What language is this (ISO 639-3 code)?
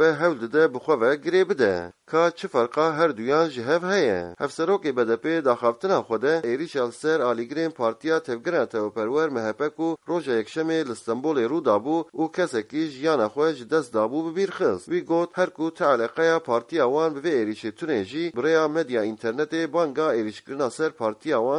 kur